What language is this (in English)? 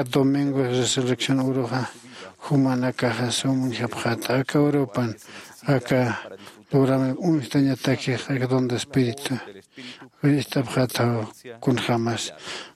Aymara